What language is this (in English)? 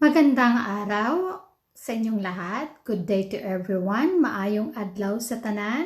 Cebuano